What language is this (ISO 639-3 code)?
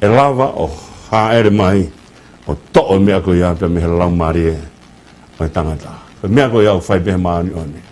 ton